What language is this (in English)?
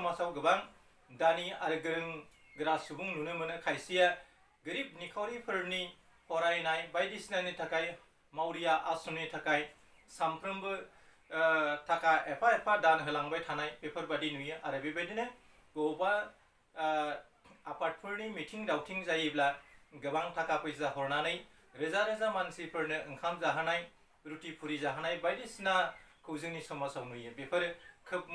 Bodo